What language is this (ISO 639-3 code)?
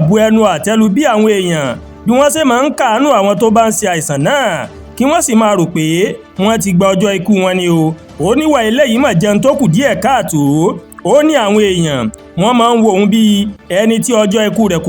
yor